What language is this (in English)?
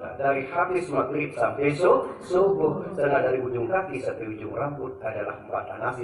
Sasak